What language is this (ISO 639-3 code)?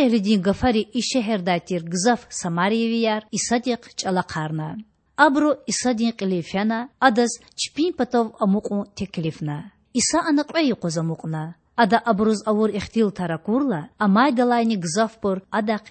lez